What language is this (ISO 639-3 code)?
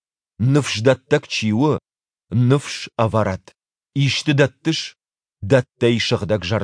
oss